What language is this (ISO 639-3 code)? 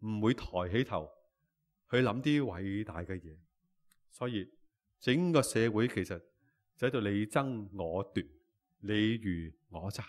yue